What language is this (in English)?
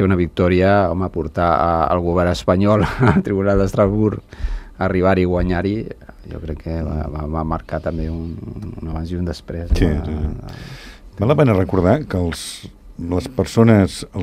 Catalan